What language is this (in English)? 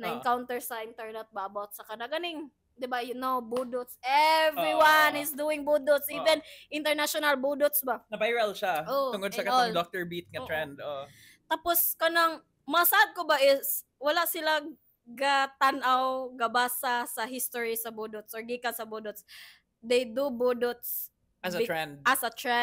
Cebuano